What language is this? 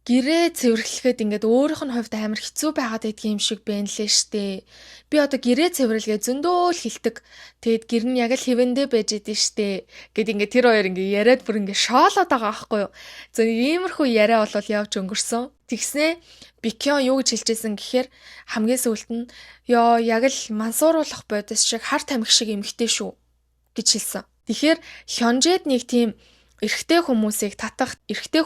Mongolian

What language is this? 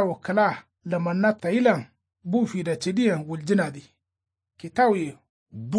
Kanuri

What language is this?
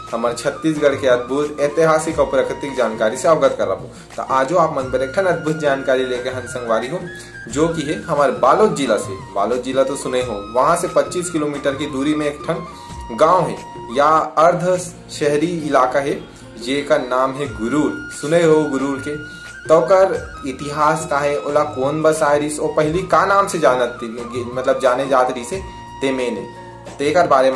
Chhattisgarhi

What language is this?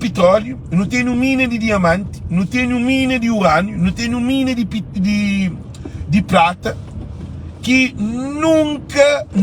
Kabuverdianu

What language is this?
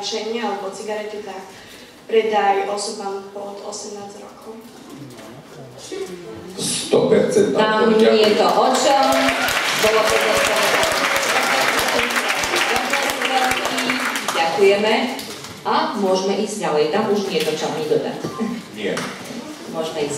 Slovak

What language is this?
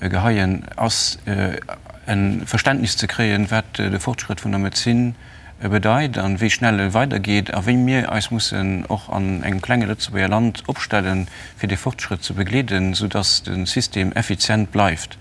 Luxembourgish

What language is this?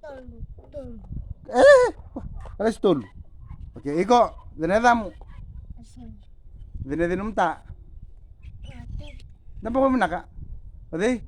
Fijian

